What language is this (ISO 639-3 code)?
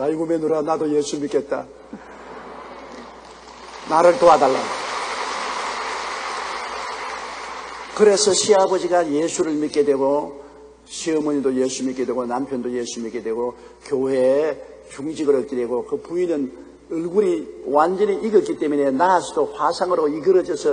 kor